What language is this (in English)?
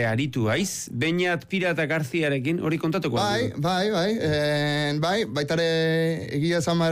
Basque